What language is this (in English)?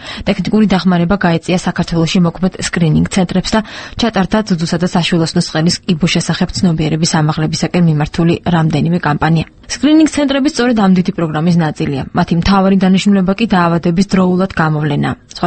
Georgian